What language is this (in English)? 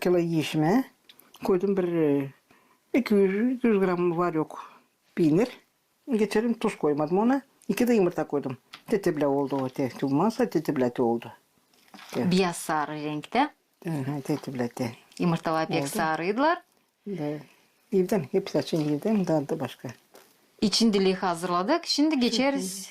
Gagauz